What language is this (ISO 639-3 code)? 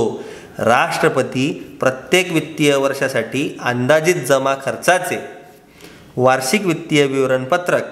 mar